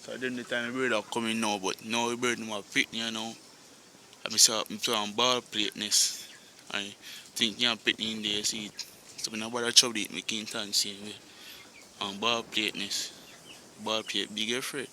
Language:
Jamaican Creole English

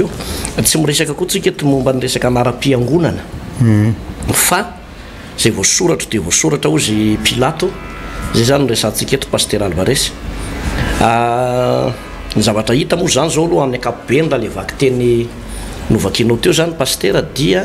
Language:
Malagasy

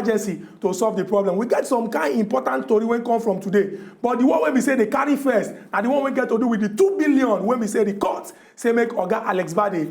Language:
Nigerian Pidgin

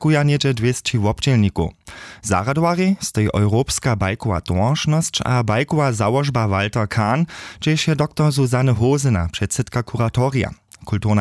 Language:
Upper Sorbian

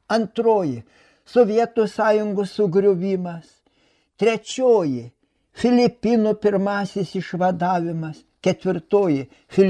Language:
Lithuanian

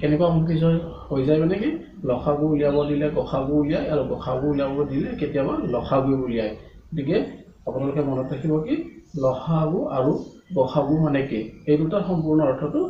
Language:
Assamese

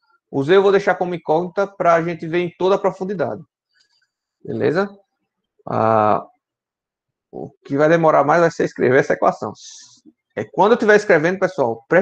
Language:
Portuguese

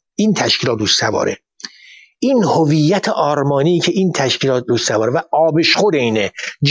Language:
Persian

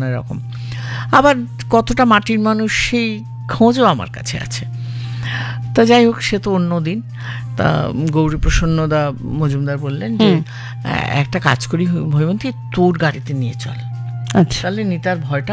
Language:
Bangla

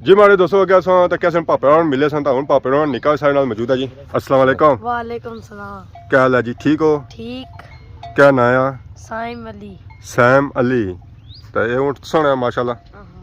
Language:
Pahari-Potwari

